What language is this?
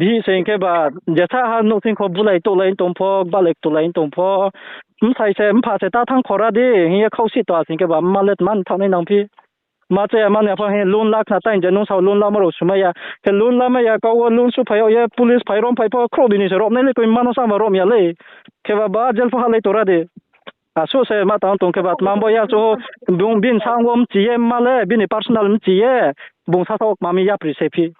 Riang (India)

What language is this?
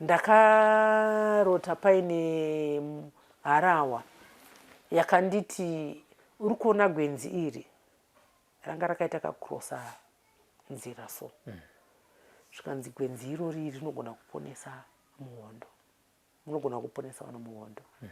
Shona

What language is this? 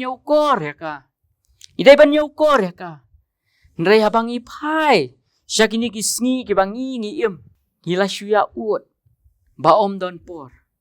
Khasi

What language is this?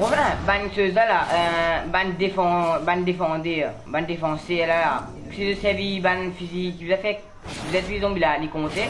Morisyen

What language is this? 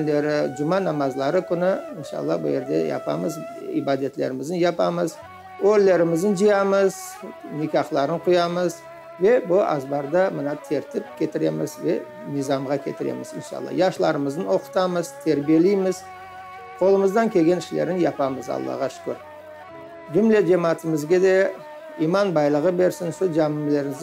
Crimean Tatar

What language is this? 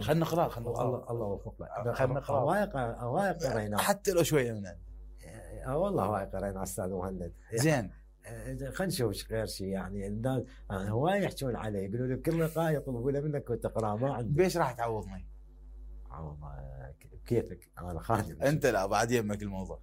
Mesopotamian Arabic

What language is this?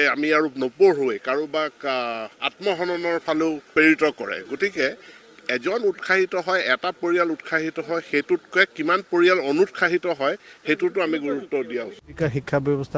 Assamese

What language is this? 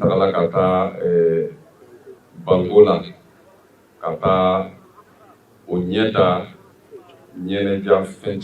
Bambara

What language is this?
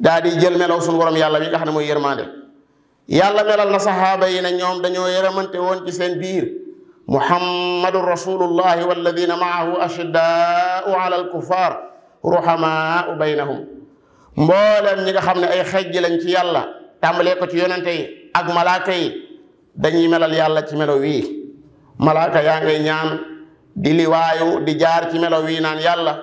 Wolof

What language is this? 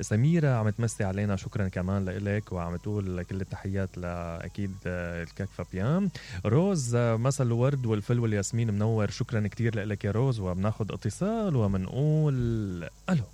Mesopotamian Arabic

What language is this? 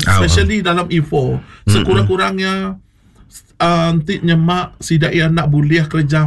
Iban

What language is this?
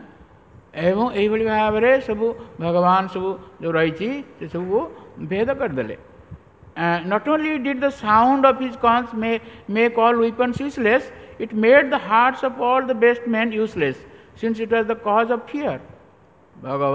Odia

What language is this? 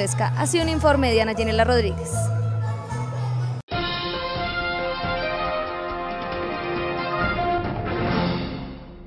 Spanish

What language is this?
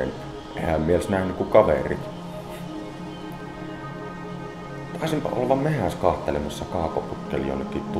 Finnish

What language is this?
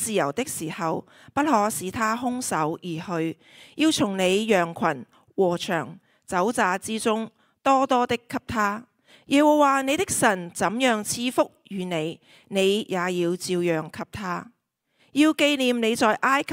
Cantonese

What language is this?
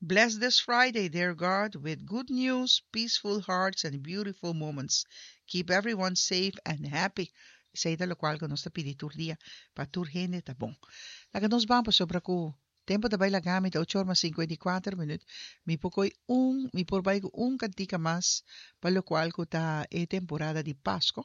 Papiamento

